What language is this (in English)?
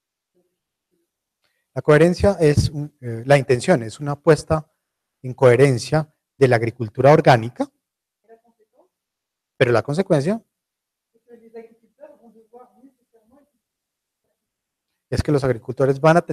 Spanish